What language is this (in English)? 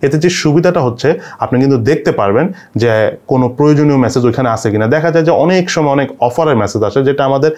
Bangla